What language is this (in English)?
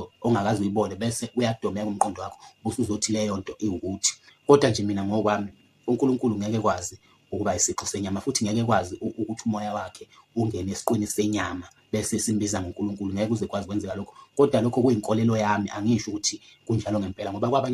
Zulu